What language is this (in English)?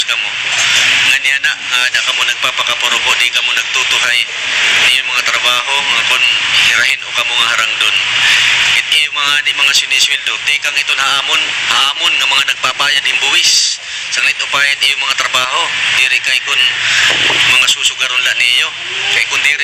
Waray